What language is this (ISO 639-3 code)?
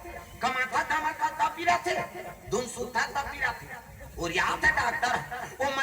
hne